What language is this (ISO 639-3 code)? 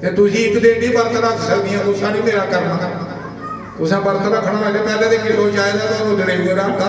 doi